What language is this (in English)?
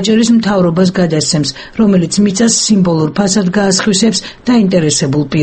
Georgian